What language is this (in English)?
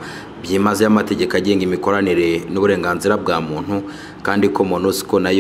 Kinyarwanda